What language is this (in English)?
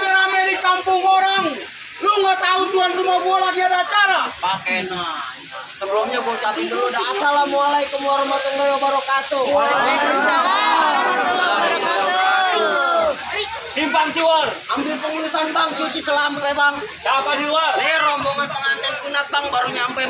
Betawi